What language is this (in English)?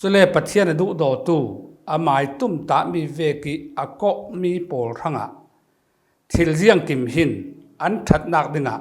Falam Chin